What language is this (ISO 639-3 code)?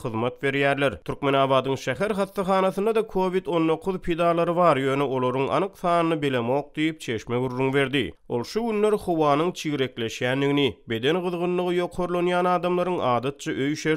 tuk